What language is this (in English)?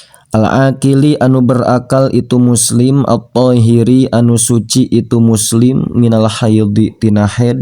Sundanese